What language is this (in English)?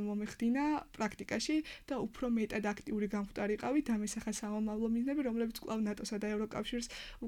Georgian